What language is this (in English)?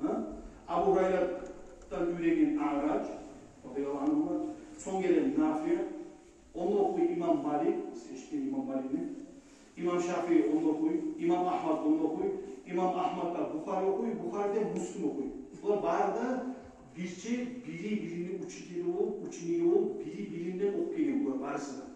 Kumyk